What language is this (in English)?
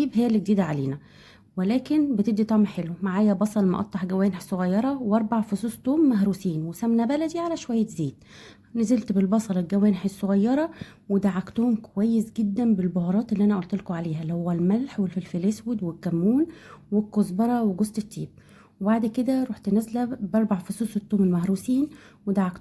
Egyptian Arabic